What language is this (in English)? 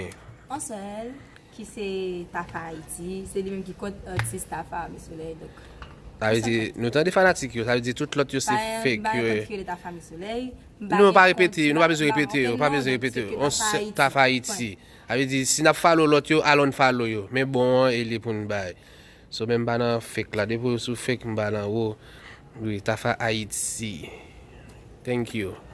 Haitian Creole